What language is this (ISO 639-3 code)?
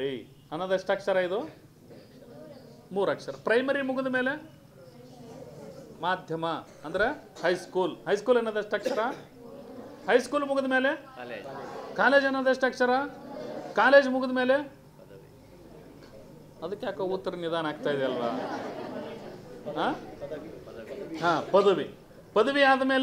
kan